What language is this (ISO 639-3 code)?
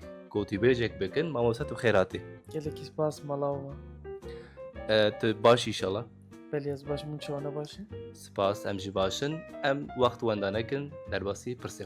kur